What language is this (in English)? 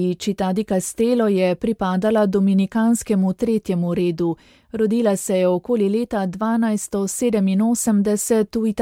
Slovenian